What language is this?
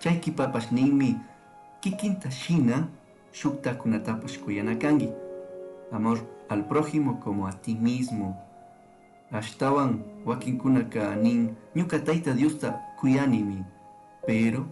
Chimborazo Highland Quichua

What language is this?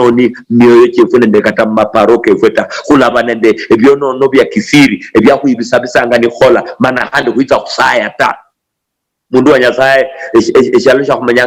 Luyia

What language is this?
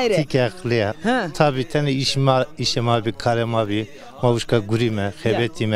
Zaza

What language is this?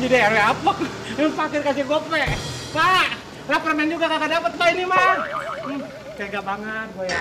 Betawi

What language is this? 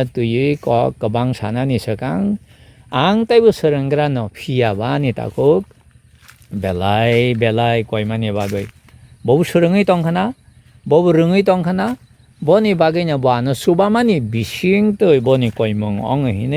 Kok Borok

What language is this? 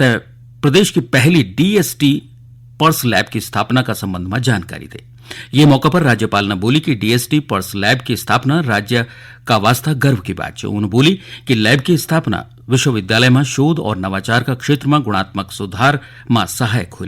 Garhwali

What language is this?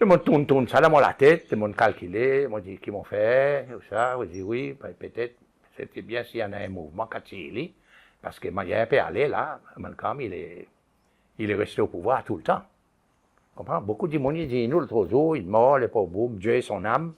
Seselwa Creole French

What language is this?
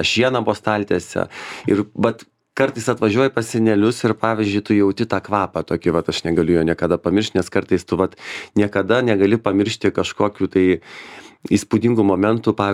Lithuanian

